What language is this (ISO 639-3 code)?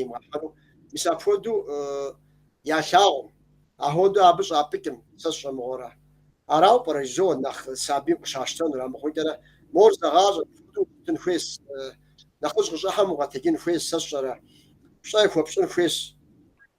kbd